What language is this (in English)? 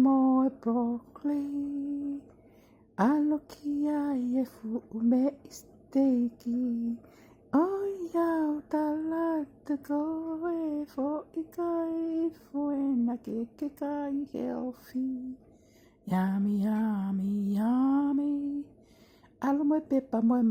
Tongan